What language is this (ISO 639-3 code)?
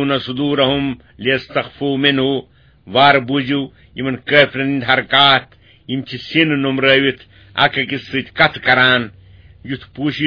kas